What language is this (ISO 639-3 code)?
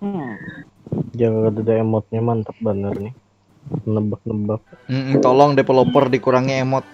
bjn